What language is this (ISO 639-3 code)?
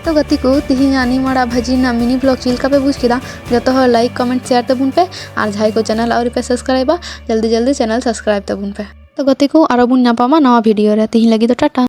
sat